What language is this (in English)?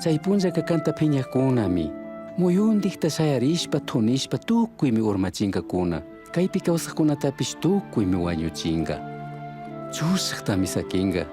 Chimborazo Highland Quichua